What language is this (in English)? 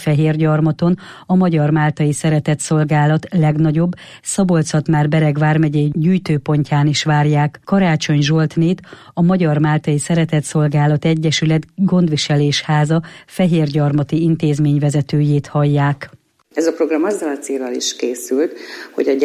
Hungarian